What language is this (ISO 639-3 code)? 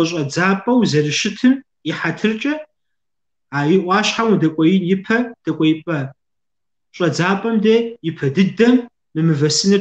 kbd